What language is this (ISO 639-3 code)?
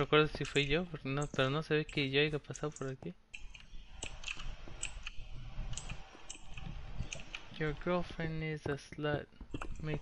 spa